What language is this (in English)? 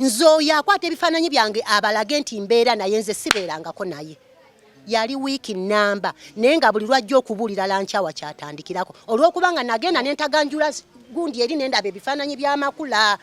Ganda